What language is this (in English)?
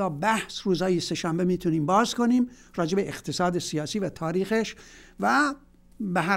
Persian